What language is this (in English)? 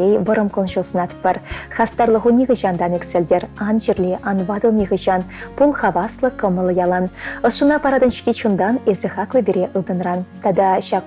Chuvash